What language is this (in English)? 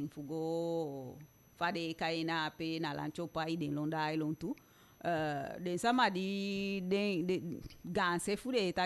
Eastern Maroon Creole